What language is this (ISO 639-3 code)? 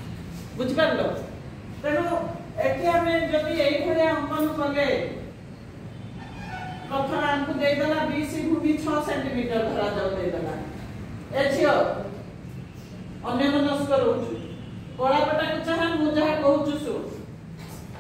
ori